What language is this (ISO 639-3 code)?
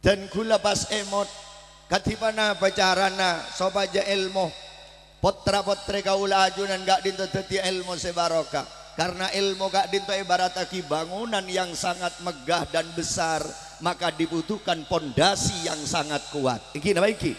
mad